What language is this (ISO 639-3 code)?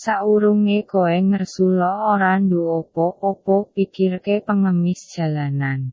jav